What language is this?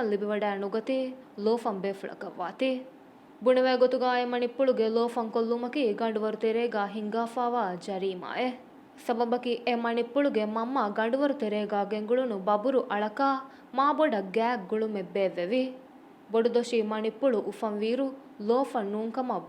Divehi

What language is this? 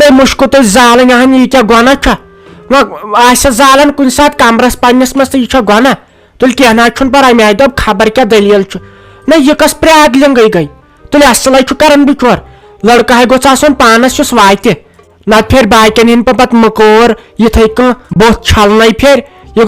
Kashmiri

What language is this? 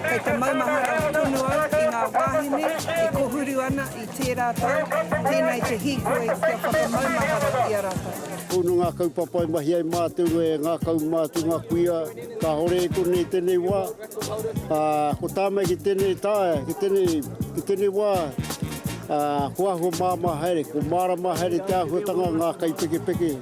Māori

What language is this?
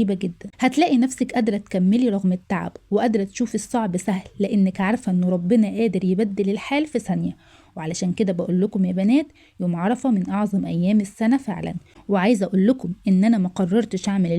Egyptian Arabic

